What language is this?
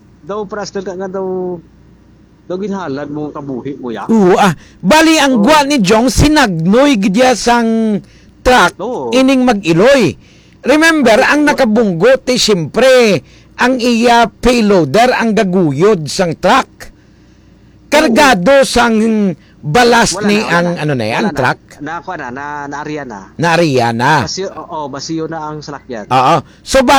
Hiligaynon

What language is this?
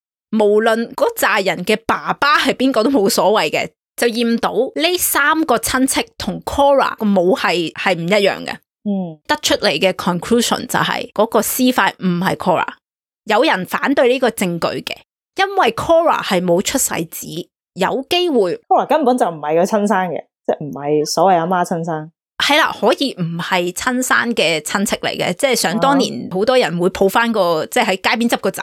Cantonese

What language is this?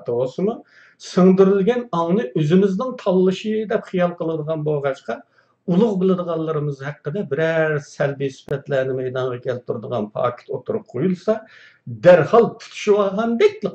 Uyghur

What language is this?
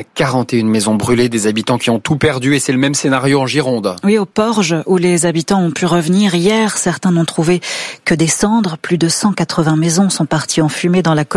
French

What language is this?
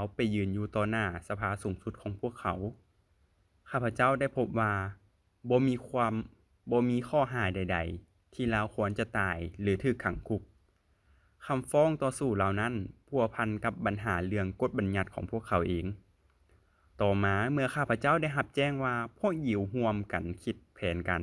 Lao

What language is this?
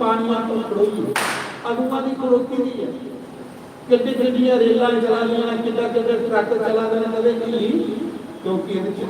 Dogri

